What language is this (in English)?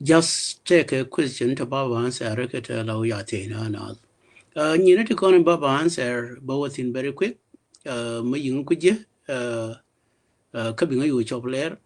Nuer